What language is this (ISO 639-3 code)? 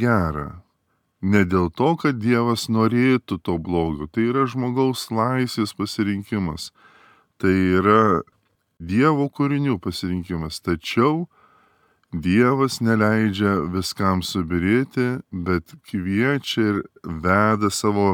lit